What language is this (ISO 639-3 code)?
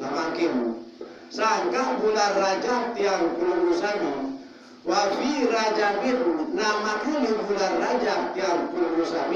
sas